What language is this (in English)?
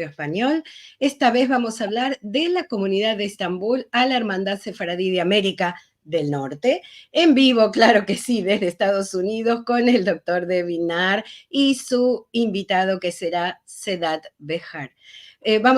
Ladino